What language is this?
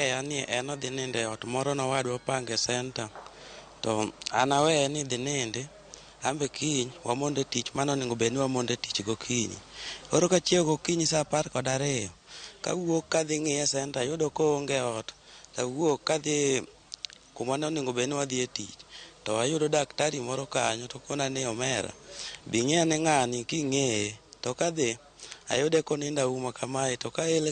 Luo (Kenya and Tanzania)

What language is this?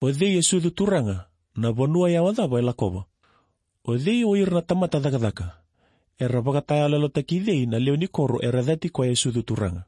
Fijian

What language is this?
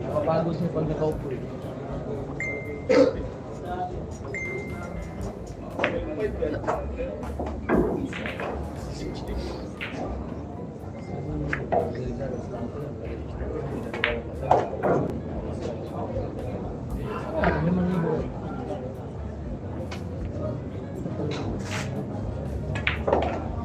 Filipino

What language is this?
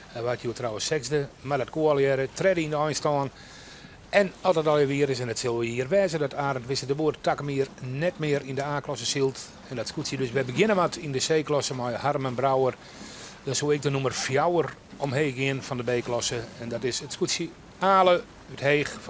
Western Frisian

